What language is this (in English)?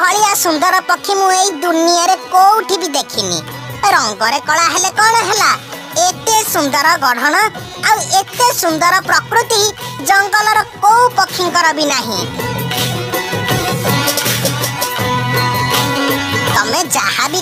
Odia